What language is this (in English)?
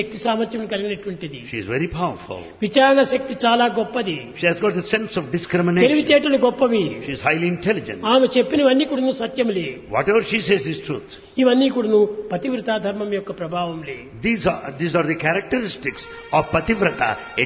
Telugu